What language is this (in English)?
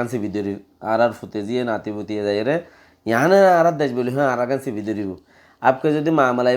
Rohingya